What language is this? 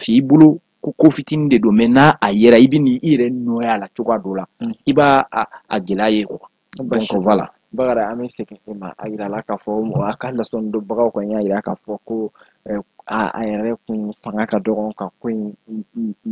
Bambara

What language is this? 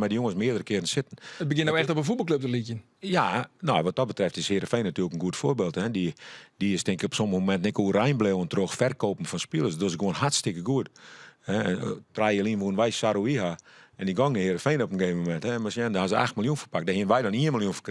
Western Frisian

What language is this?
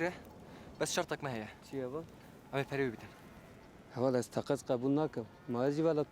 Kurdish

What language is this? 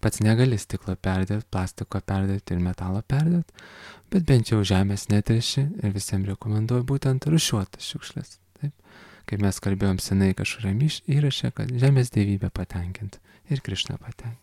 Lithuanian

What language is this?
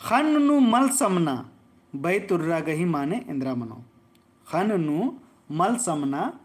Kurukh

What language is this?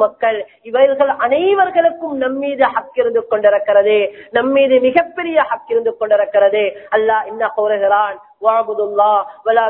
Tamil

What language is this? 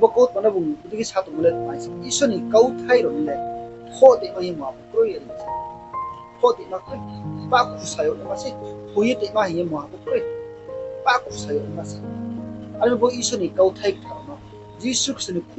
Riang (India)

